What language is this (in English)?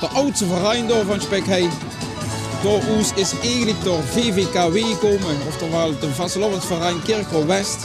Limburgish